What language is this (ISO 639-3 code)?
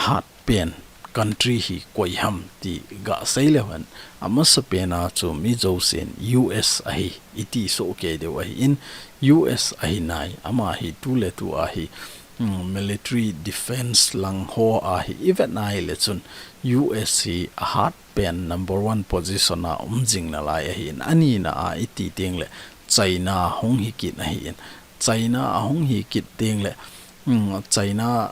tcz